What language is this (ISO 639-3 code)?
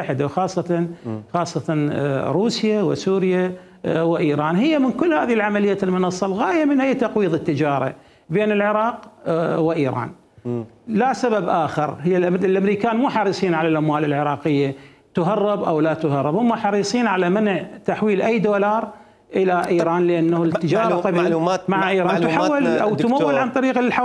acm